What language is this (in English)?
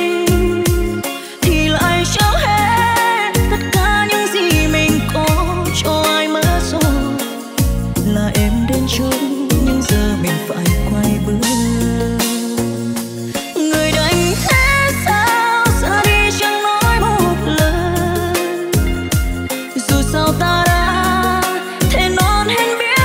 Vietnamese